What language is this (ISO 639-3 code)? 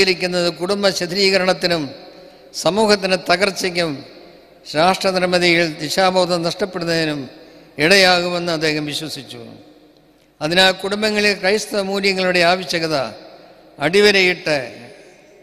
mal